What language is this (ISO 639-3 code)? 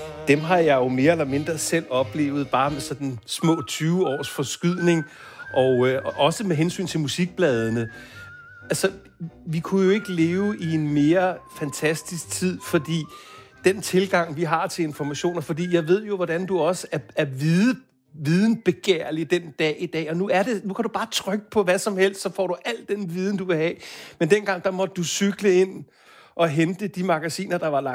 dan